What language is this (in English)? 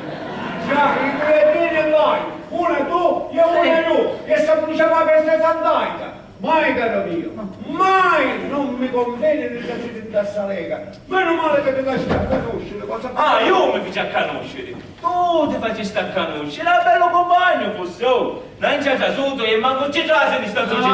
Sicilian